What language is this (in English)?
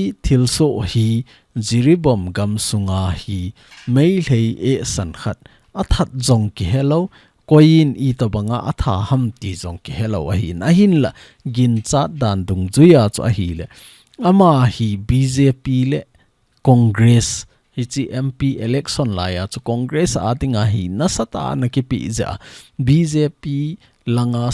Thado Chin